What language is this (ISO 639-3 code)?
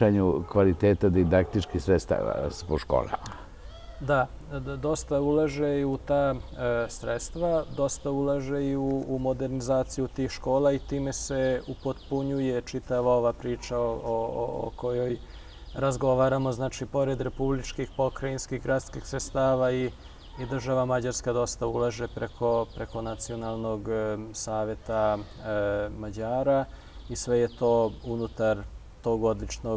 srp